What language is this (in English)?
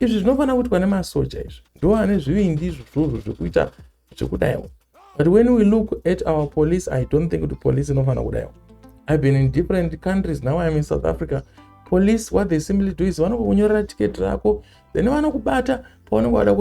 Shona